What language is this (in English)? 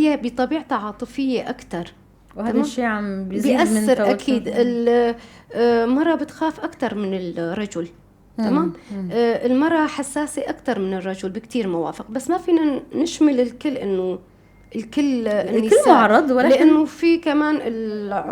North Levantine Arabic